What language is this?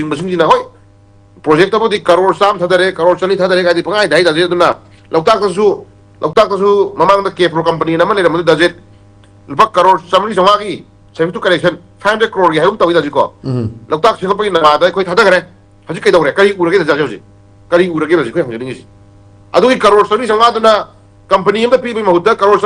Manipuri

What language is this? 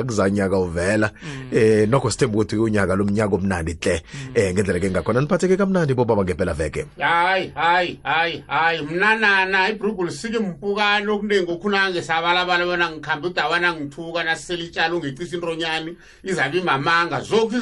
South Ndebele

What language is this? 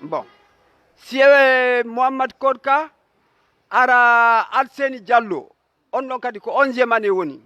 Fula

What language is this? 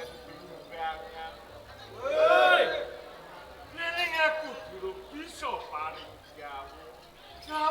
Javanese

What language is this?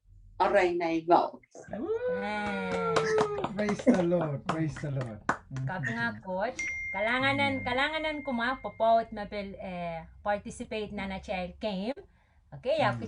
Pohnpeian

